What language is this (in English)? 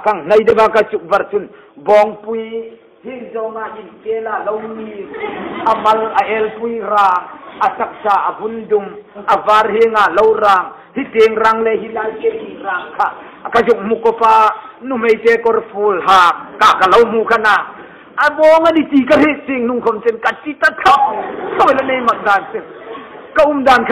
Hmar